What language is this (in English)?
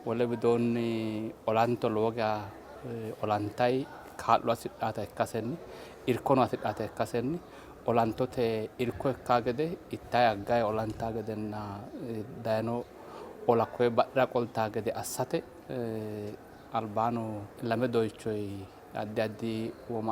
Sidamo